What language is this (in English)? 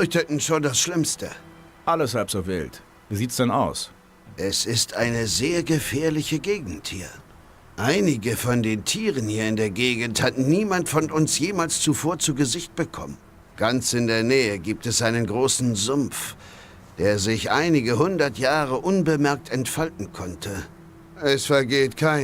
Bavarian